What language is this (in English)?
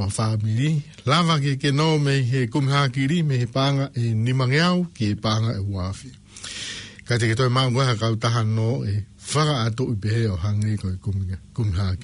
Tongan